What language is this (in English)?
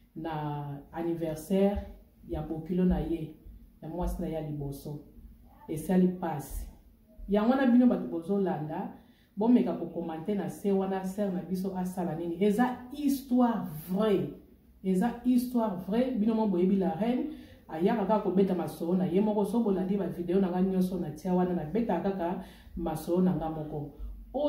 Lingala